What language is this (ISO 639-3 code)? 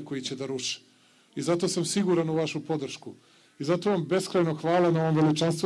srp